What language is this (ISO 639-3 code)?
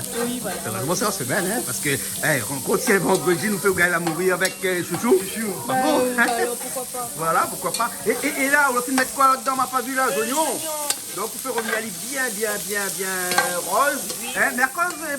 rcf